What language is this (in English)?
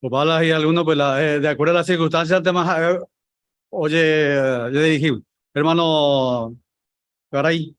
Guarani